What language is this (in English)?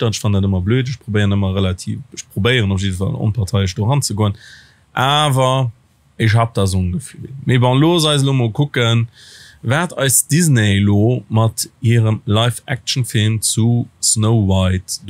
Luxembourgish